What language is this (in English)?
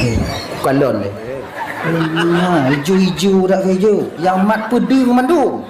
Achinese